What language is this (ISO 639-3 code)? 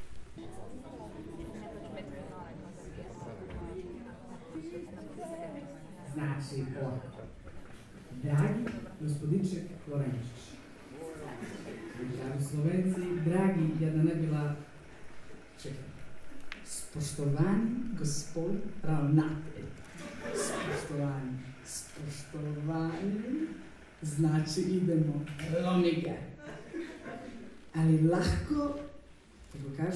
hrv